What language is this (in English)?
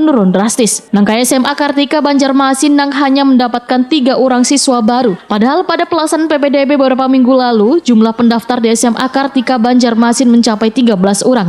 Banjar